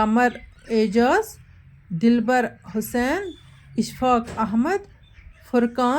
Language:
Kashmiri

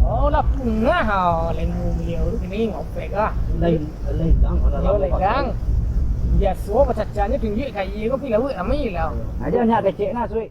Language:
Minangkabau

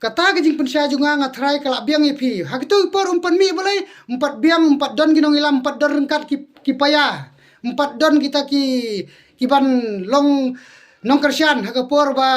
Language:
Khasi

